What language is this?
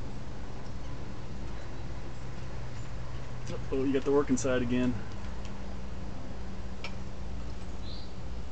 English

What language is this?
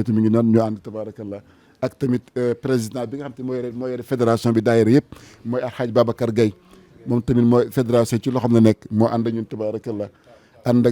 Wolof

